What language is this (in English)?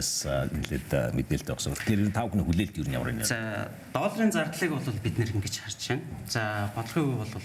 Mongolian